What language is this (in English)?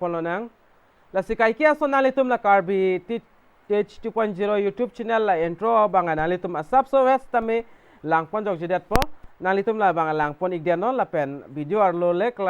Karbi